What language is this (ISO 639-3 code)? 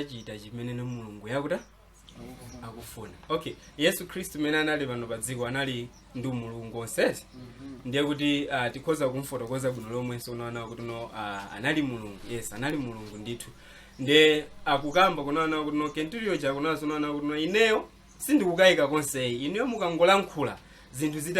nya